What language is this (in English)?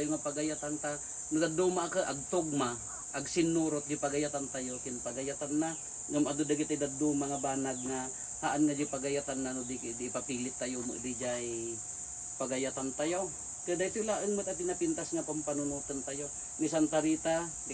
Iloko